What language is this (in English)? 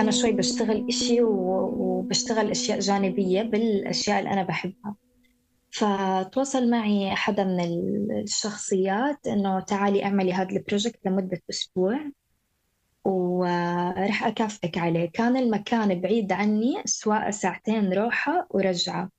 North Levantine Arabic